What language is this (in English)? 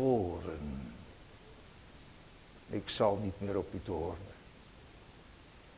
Dutch